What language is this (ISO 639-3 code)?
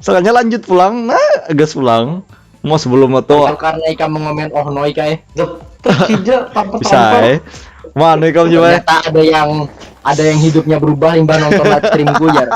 bjn